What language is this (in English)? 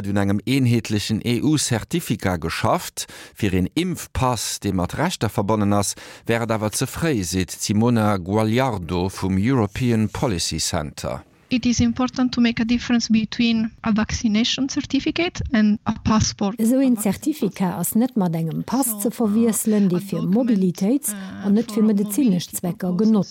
Luxembourgish